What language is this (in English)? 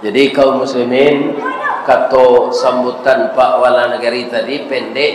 Minangkabau